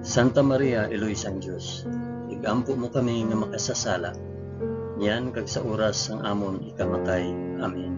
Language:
Hiligaynon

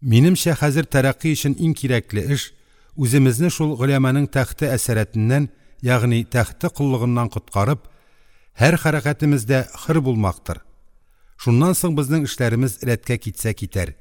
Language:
Tatar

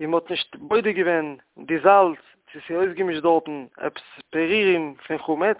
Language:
Yiddish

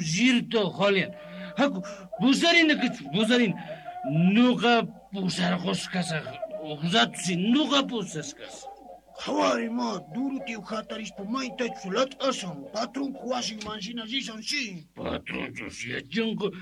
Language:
South Bolivian Quechua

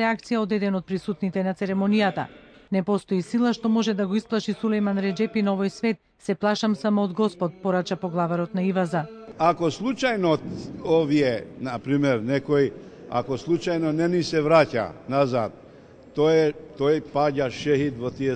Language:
Macedonian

